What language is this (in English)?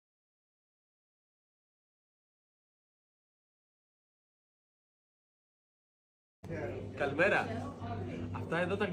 Greek